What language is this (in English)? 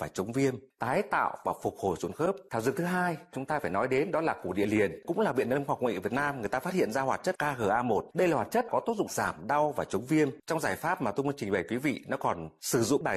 Vietnamese